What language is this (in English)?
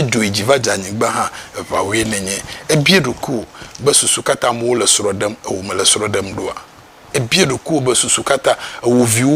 Ewe